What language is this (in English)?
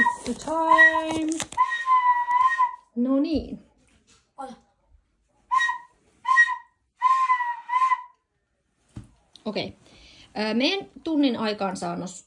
Finnish